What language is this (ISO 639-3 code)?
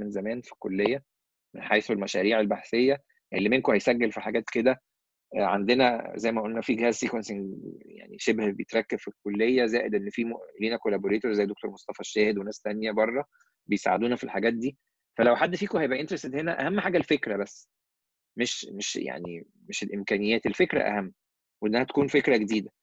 arz